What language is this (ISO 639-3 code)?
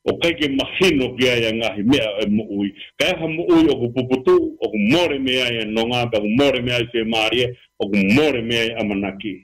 ton